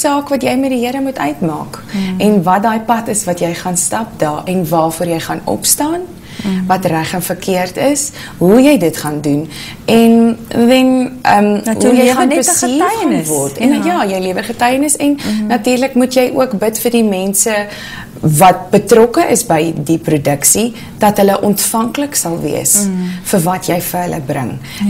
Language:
Afrikaans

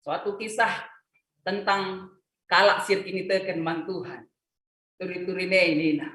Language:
Batak Karo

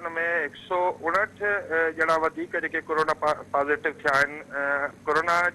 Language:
Sindhi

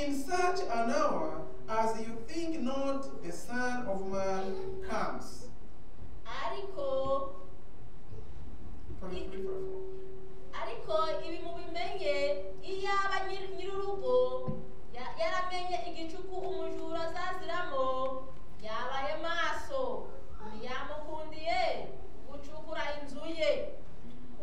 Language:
Kinyarwanda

